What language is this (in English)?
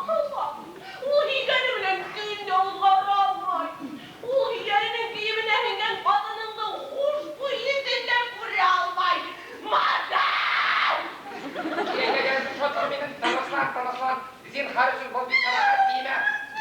Bashkir